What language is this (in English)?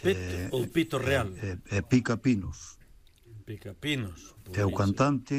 Galician